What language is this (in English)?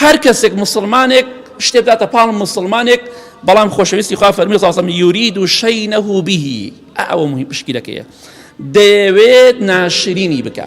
Central Kurdish